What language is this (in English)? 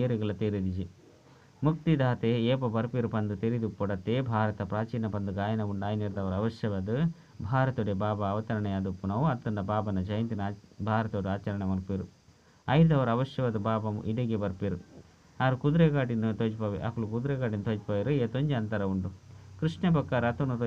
Tulu